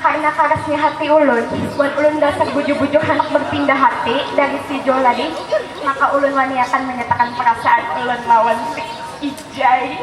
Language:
Banjar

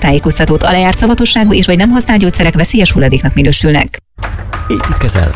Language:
Hungarian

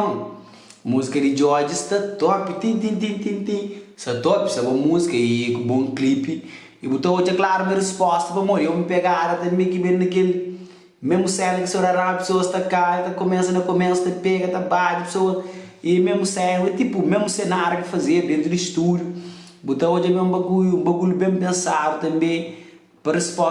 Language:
Kabuverdianu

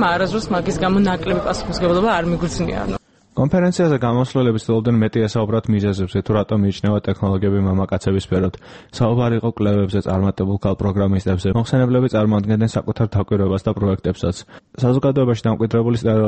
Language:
Georgian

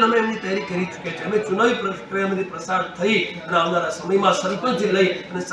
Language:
Gujarati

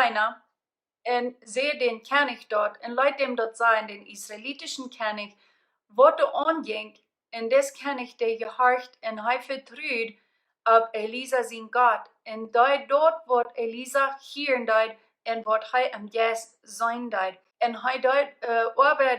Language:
Plautdietsch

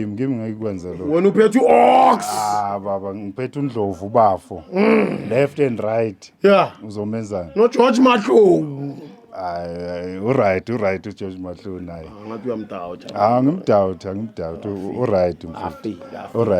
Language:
Zulu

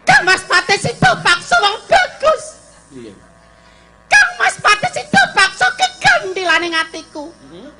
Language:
Javanese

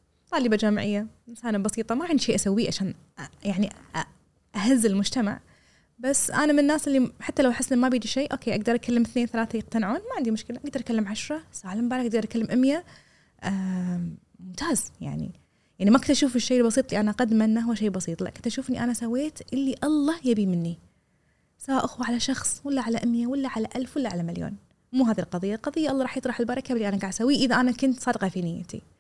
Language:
Gulf Arabic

